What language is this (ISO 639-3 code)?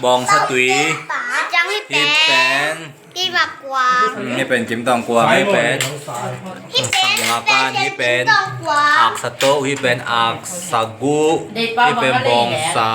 ctd